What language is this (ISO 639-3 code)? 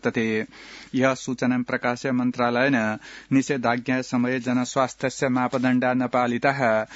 san